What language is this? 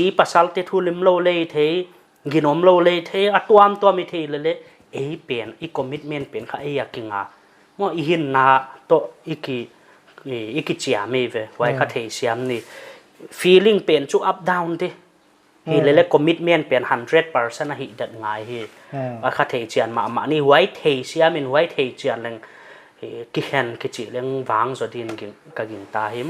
Paite Chin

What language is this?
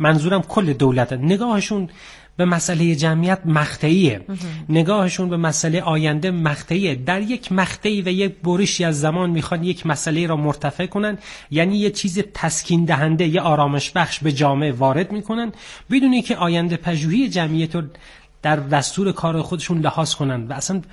Persian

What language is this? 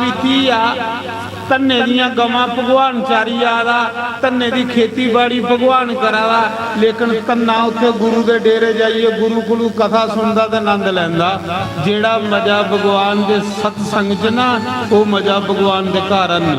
Dogri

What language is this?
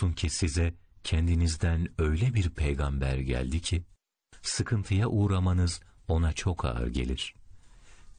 Turkish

